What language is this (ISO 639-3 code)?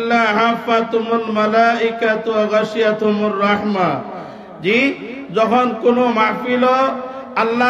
syl